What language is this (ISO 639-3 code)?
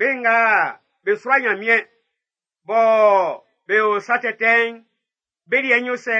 bci